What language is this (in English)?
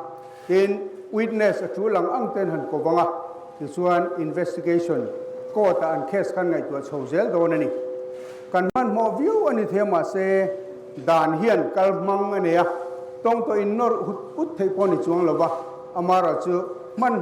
Mizo